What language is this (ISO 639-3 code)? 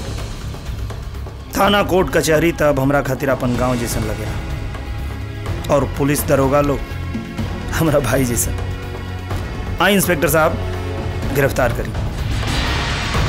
bho